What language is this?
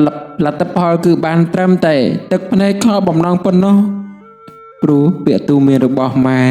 Khmer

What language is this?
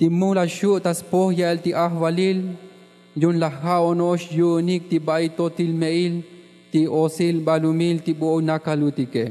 Tzotzil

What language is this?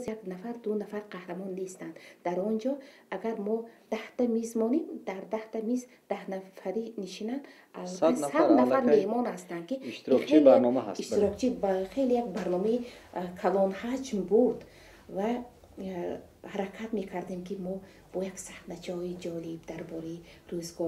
Tajik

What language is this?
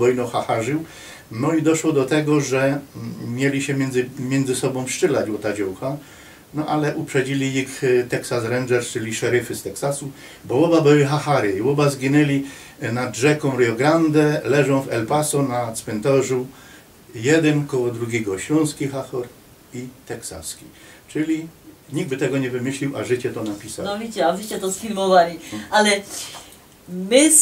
Silesian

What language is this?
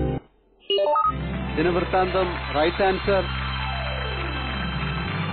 Malayalam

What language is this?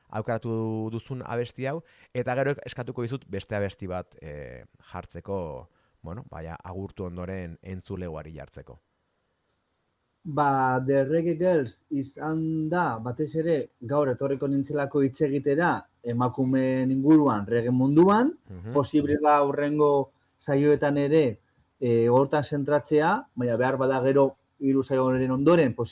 Basque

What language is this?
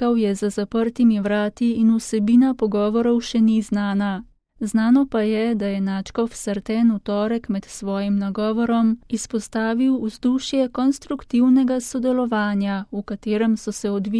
Slovenian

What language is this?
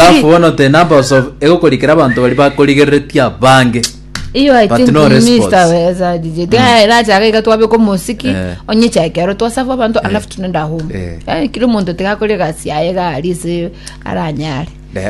Gusii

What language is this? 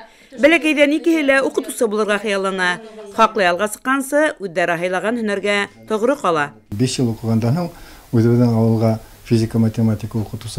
Bashkir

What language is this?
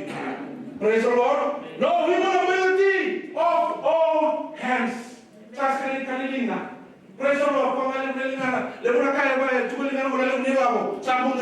Fijian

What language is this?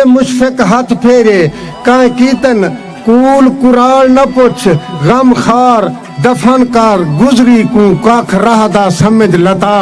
Saraiki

